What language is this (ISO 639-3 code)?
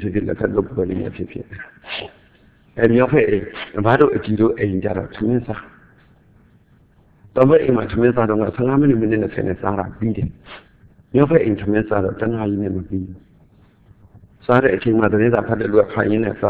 mya